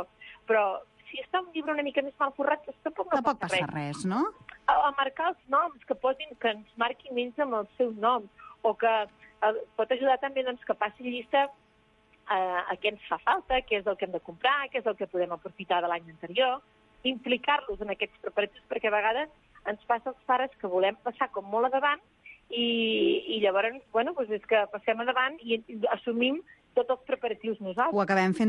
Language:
Catalan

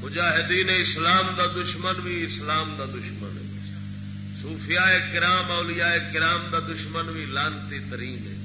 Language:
Saraiki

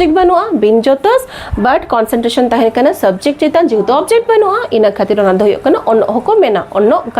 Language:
Santali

